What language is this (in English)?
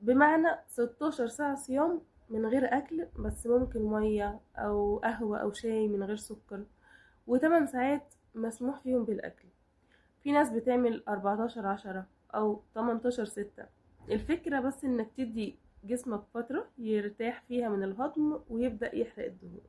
Egyptian Arabic